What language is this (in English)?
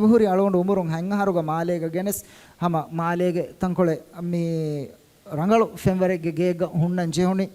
Divehi